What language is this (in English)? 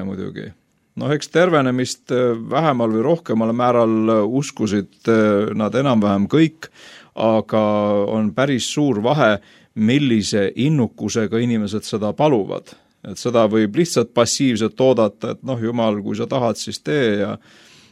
Estonian